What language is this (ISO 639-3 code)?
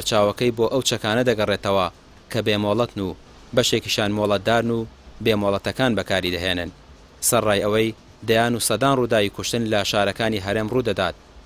ckb